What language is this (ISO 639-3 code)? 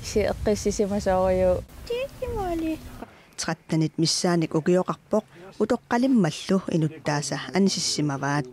kal